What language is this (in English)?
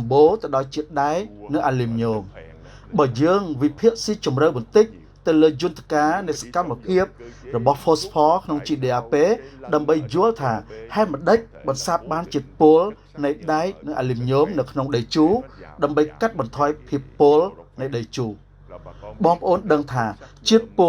Khmer